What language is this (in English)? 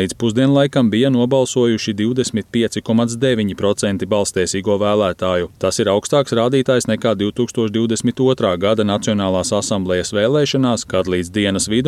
Latvian